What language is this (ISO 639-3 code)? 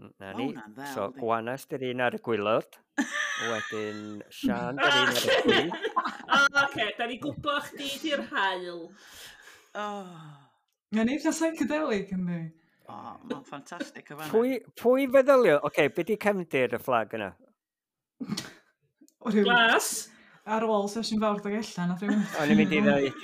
cym